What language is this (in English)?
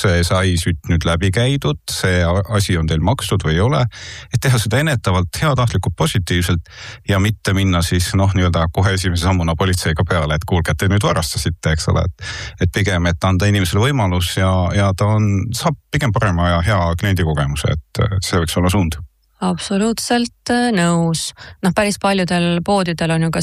Estonian